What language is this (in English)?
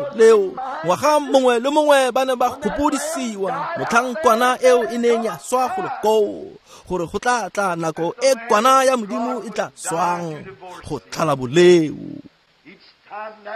Tswana